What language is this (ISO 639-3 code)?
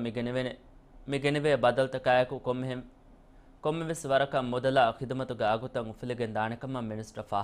div